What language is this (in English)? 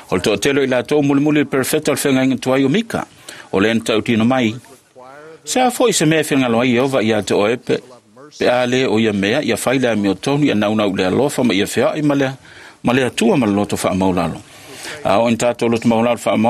Samoan